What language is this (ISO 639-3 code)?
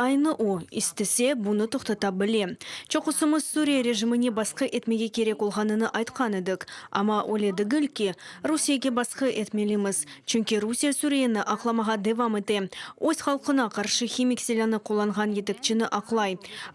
crh